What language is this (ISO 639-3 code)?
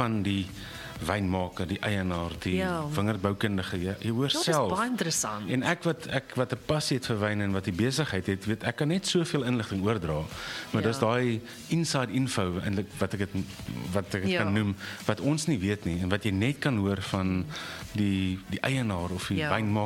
afr